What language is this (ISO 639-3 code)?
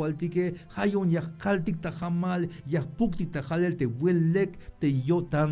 tzh